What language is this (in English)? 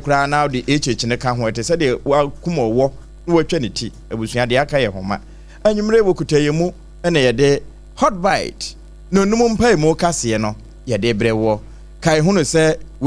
Akan